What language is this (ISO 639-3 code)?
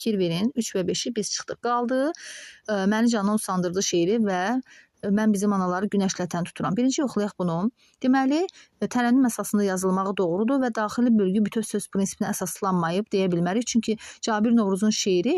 aze